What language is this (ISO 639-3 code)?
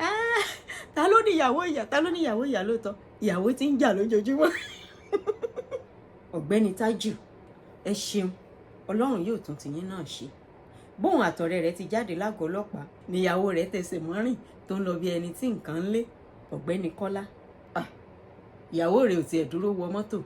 yor